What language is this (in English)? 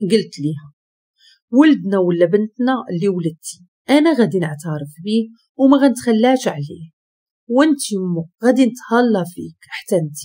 Moroccan Arabic